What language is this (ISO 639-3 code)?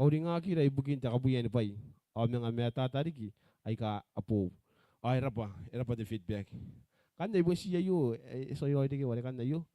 gil